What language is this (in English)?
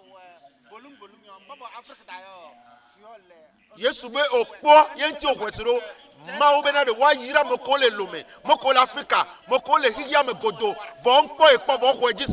Ewe